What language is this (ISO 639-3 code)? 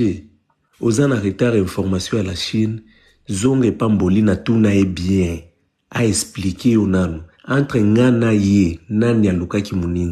lin